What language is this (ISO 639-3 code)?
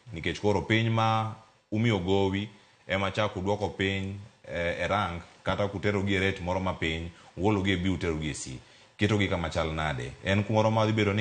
luo